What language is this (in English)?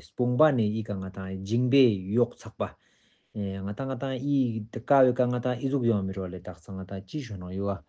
Ladakhi